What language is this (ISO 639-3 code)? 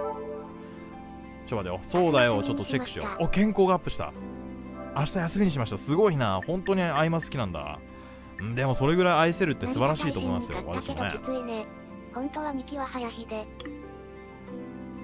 jpn